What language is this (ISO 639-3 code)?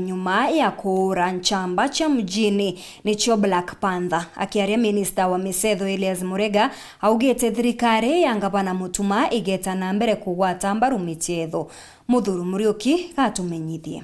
mer